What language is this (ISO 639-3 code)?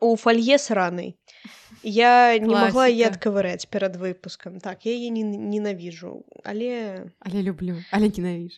bel